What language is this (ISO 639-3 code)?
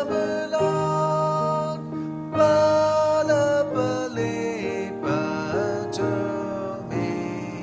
ksw